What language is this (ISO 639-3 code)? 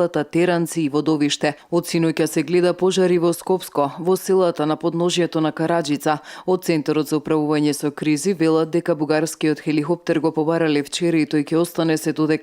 mkd